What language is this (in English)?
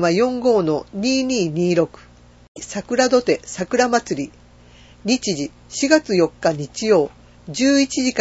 Japanese